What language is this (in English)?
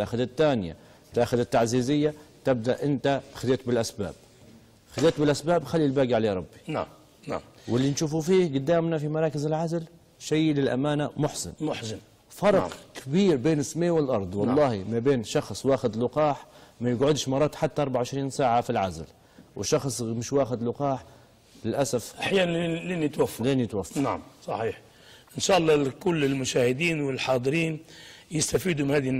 Libyan Arabic